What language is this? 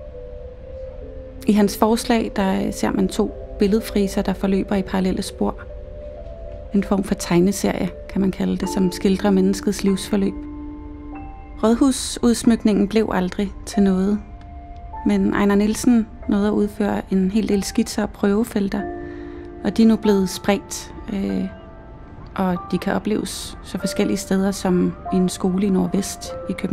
Danish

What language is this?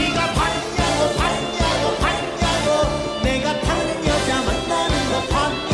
Korean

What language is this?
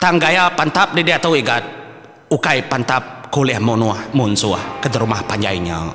Iban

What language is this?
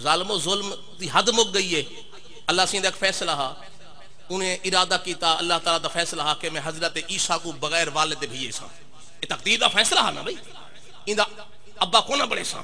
Saraiki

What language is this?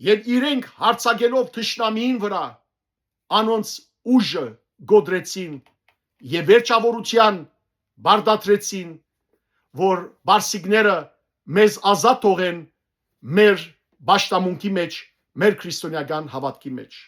Western Armenian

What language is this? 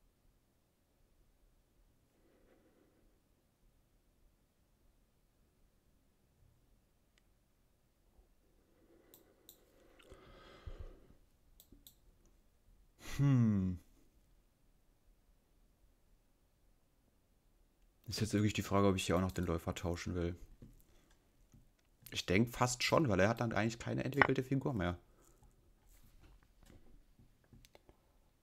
German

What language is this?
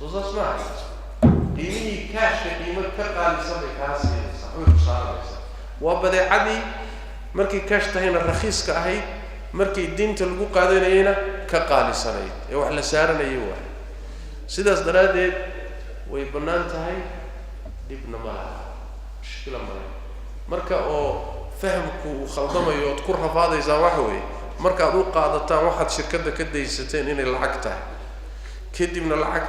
Somali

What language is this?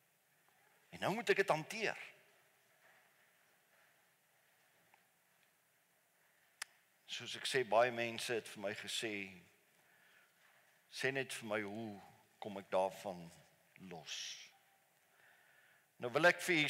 Afrikaans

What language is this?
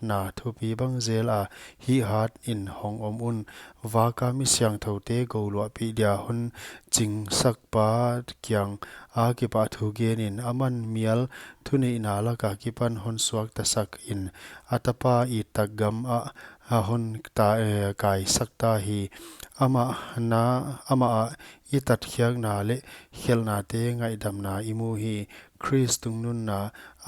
Paite Chin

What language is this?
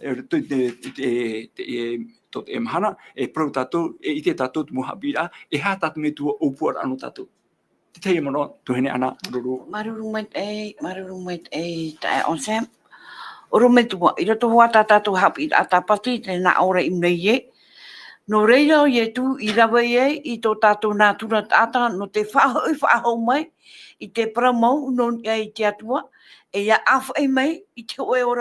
Tahitian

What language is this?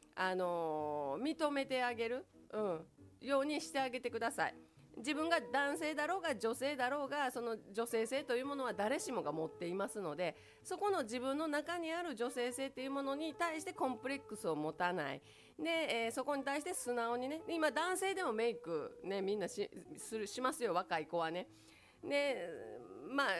Japanese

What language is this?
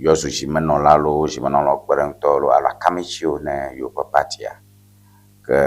Ewe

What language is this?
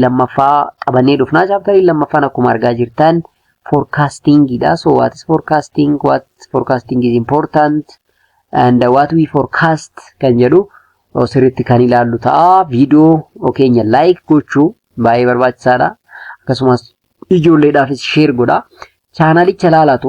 Oromo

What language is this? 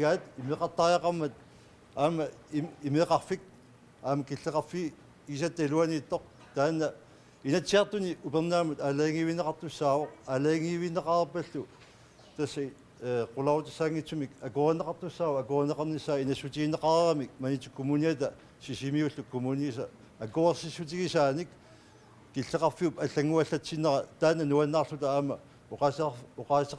Kalaallisut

